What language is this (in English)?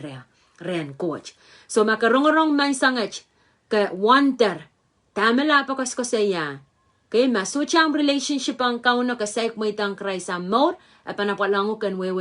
Pohnpeian